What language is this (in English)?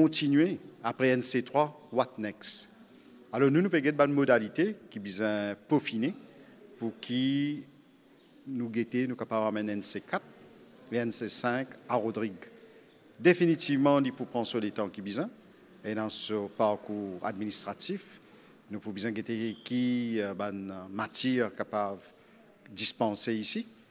Morisyen